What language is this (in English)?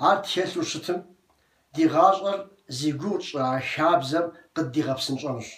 Kabardian